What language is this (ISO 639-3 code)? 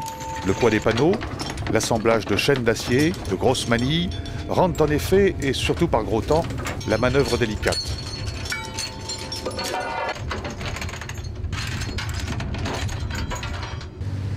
fra